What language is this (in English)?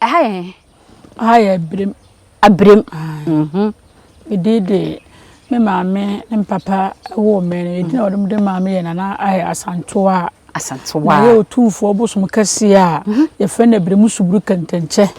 Akan